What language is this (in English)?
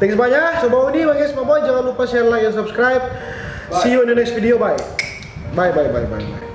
Manado Malay